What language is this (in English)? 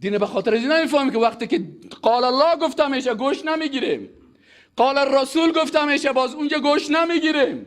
Persian